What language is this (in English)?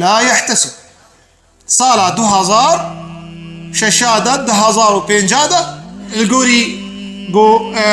Kurdish